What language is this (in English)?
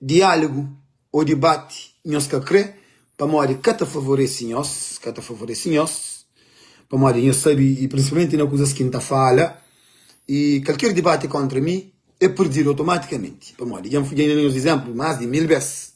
Kabuverdianu